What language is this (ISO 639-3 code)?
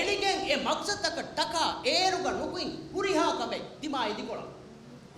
div